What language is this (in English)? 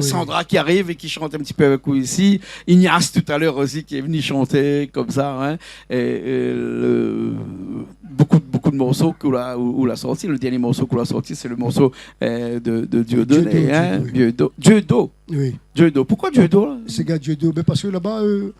Réunion Creole French